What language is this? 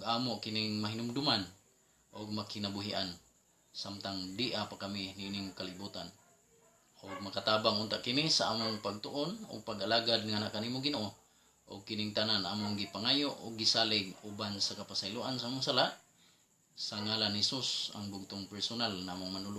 Cebuano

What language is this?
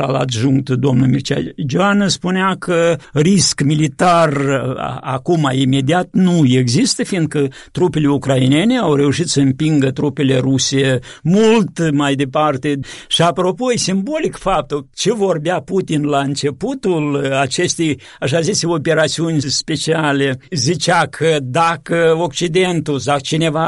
Romanian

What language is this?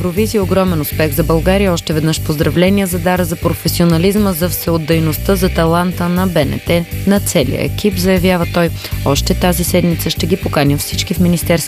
Bulgarian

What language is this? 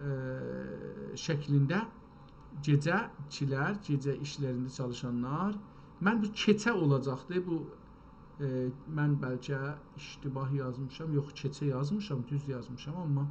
South Azerbaijani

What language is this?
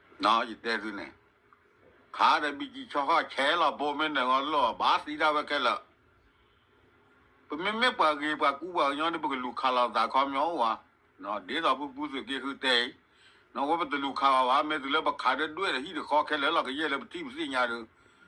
S'gaw Karen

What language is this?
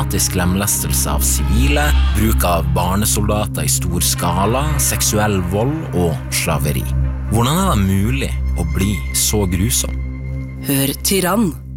Norwegian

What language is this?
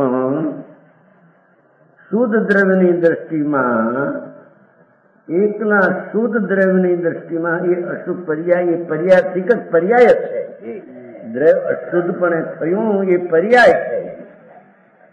Gujarati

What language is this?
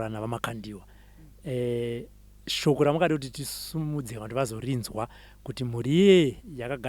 Shona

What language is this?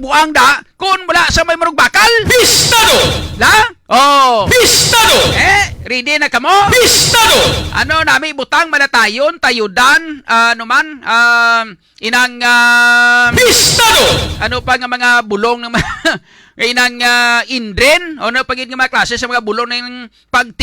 Hiligaynon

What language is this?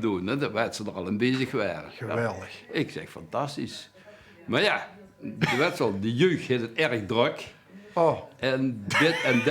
Limburgish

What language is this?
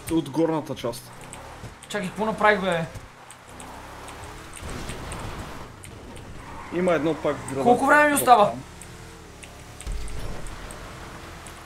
Bulgarian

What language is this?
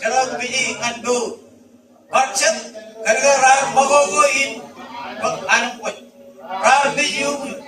Marshallese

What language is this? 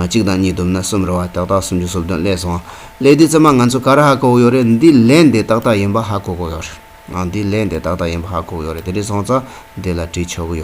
Tibetan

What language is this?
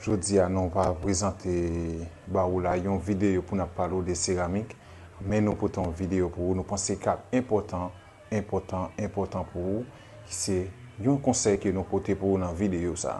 Haitian Creole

